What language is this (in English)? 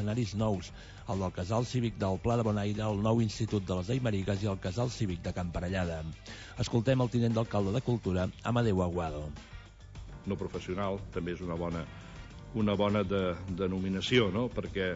Catalan